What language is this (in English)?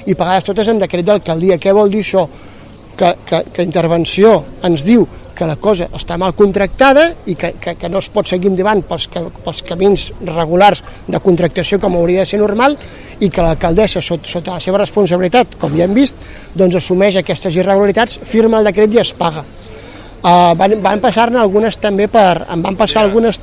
Catalan